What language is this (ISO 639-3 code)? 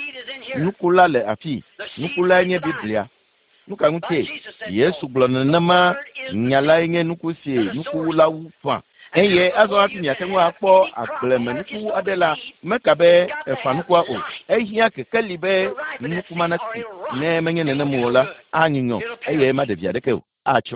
ewe